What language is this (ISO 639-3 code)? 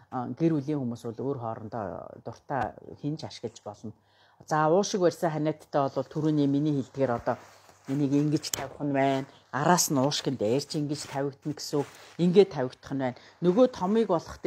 mon